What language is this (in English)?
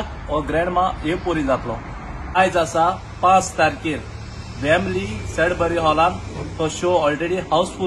Konkani